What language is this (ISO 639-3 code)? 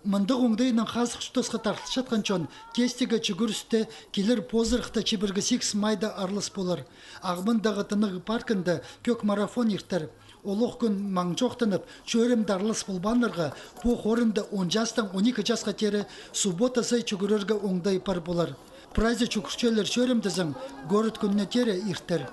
kjh